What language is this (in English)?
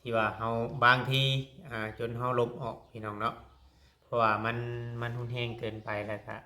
Lao